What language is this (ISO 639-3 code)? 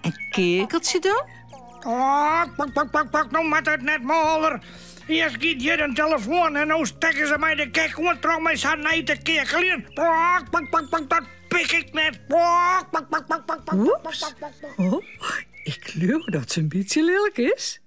fry